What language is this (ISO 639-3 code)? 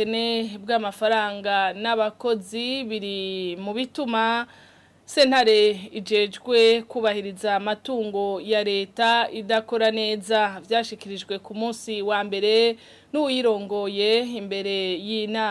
run